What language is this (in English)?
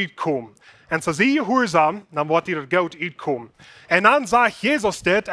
Plautdietsch